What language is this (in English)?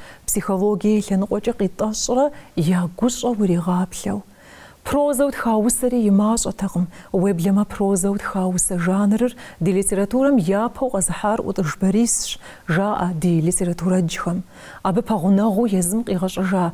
Kabardian